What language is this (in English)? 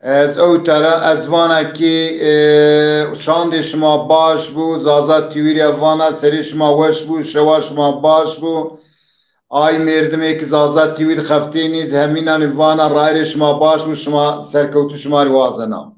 Zaza